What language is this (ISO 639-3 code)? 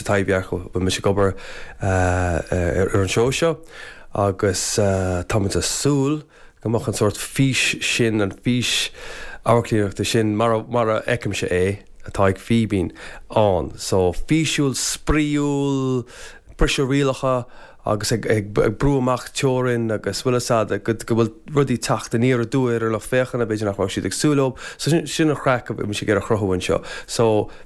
gle